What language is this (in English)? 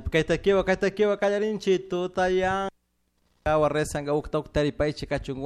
Chimborazo Highland Quichua